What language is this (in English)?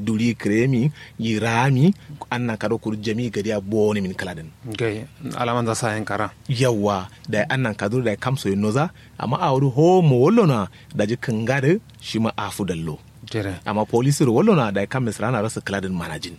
Kanuri